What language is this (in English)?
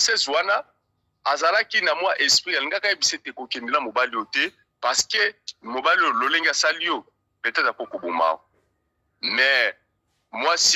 Lingala